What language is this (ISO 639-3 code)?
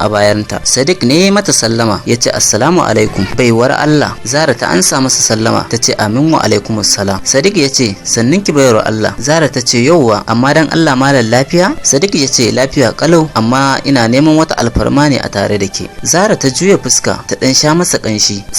hau